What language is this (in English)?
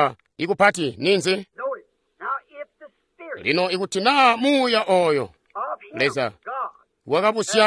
Tonga (Zambia)